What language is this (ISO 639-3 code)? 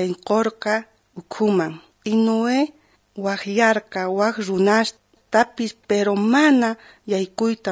quh